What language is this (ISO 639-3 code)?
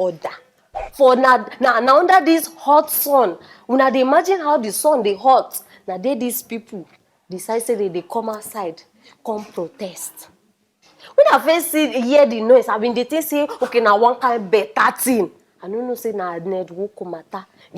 pcm